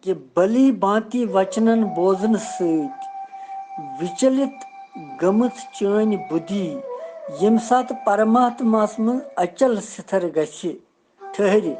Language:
Kashmiri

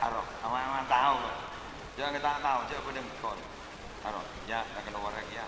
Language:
Madurese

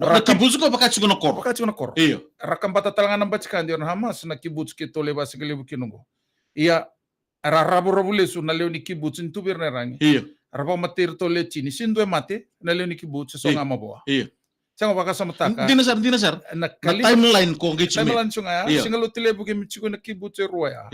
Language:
Fijian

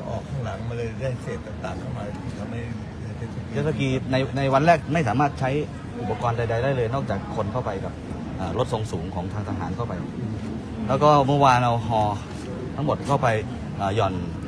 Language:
Thai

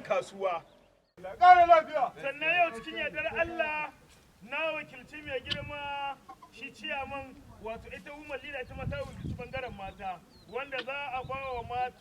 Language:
Hausa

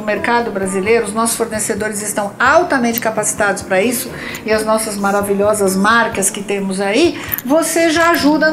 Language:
Portuguese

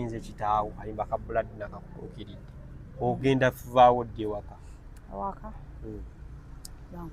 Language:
Ganda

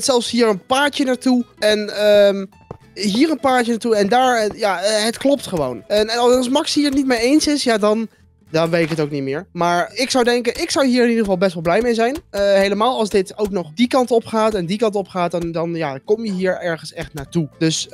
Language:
Dutch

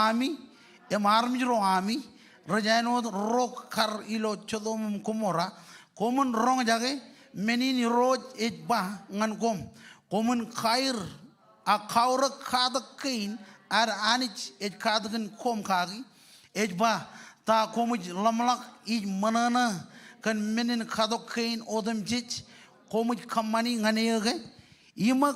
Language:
Marshallese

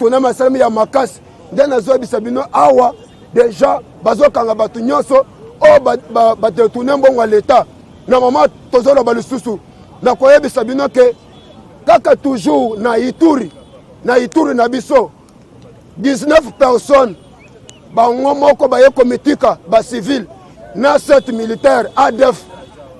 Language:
Lingala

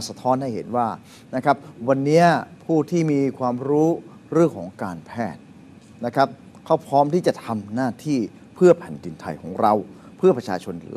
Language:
Thai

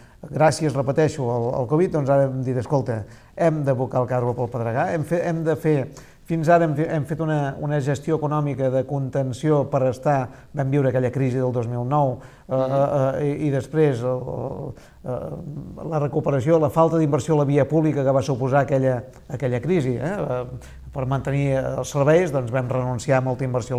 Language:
Catalan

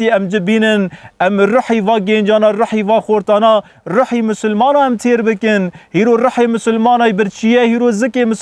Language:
Kurdish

